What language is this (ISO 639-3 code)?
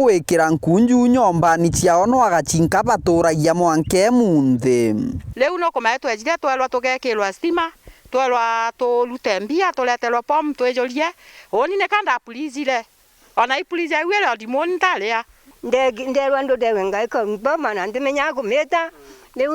mer